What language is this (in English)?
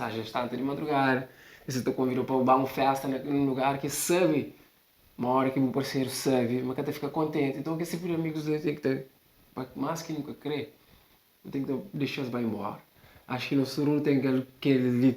Kabuverdianu